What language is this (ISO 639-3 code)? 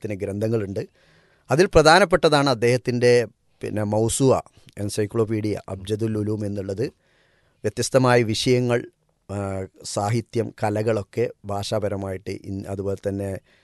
mal